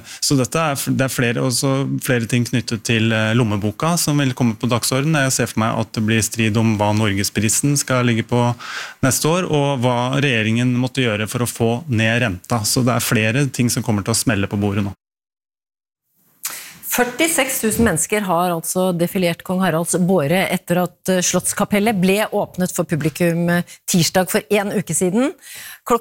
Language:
Norwegian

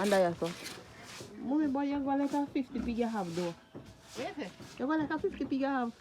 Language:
Jamaican Creole English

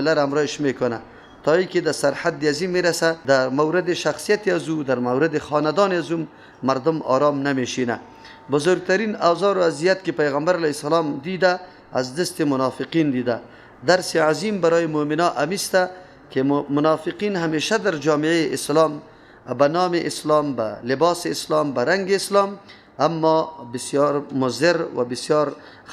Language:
Persian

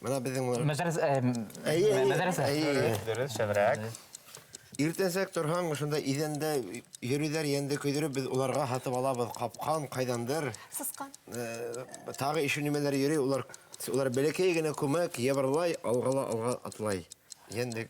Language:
Bashkir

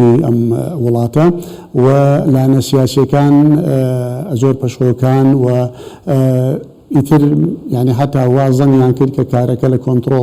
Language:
Central Kurdish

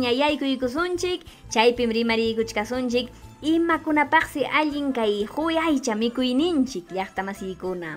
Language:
Ayacucho Quechua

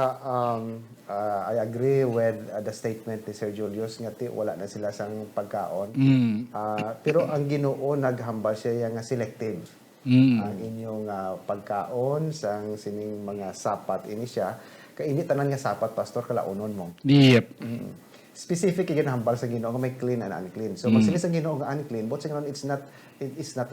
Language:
Hiligaynon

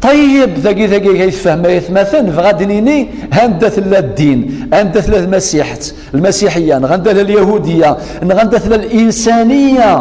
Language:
Kabyle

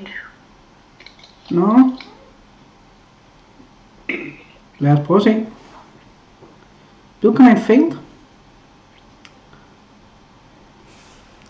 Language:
Danish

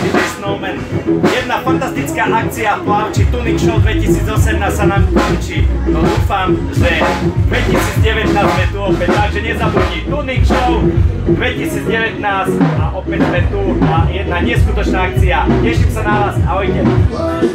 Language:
Slovak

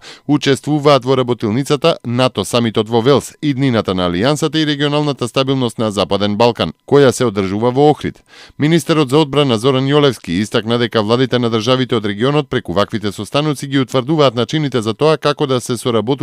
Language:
Macedonian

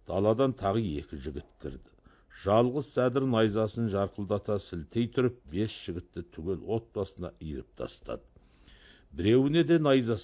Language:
Kazakh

